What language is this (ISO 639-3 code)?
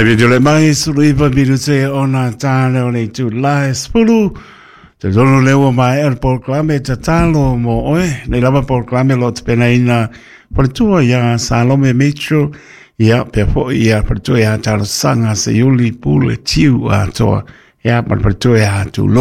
smo